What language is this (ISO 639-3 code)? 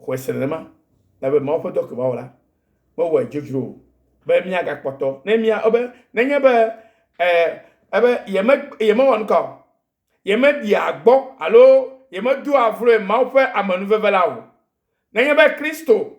ewe